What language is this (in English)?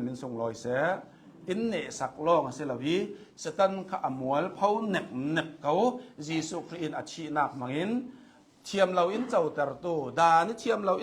Hakha Chin